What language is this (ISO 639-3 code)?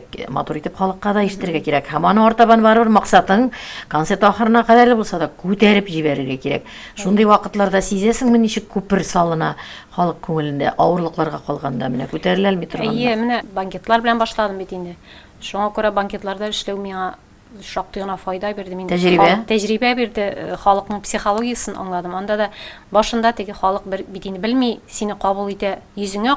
tat